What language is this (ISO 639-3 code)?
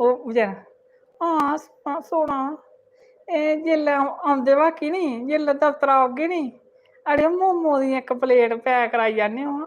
doi